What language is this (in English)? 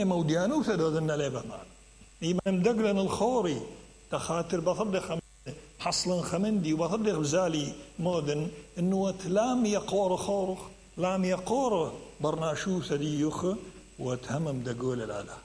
Mesopotamian Arabic